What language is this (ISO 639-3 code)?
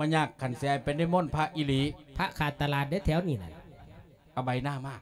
lao